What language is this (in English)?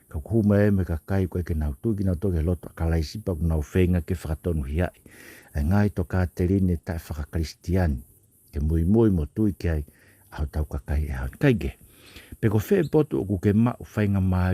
Tongan